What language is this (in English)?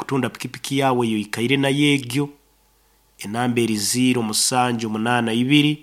Nyankole